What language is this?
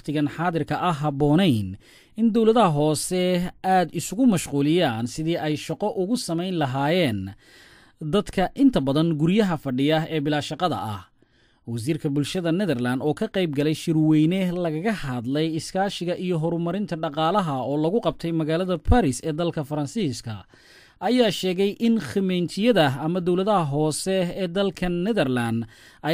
Somali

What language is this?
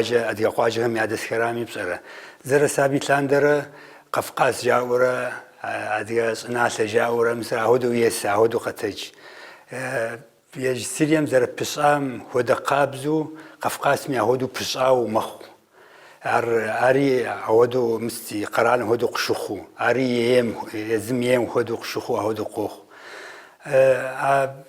Kabardian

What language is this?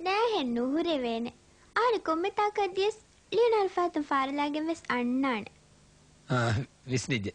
Divehi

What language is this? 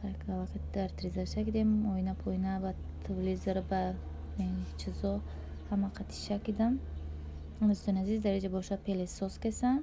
Tajik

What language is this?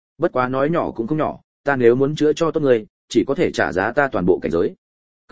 Vietnamese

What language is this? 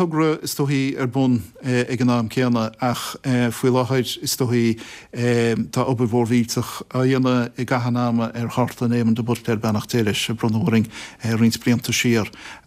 Irish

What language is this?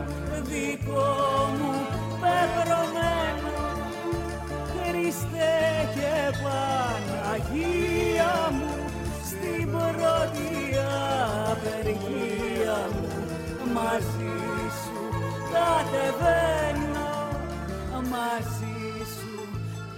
Greek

